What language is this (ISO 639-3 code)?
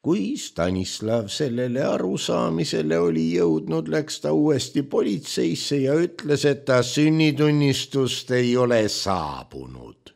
est